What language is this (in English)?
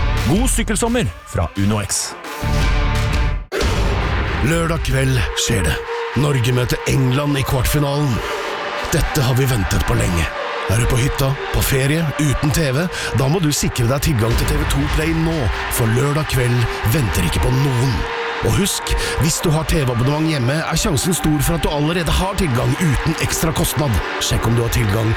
Norwegian